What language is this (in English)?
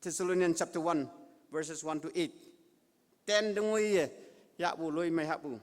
Konyak Naga